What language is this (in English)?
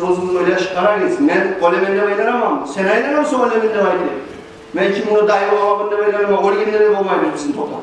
Kumyk